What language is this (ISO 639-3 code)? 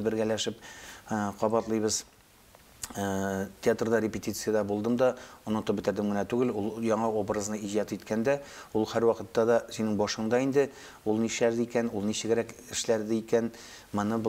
tat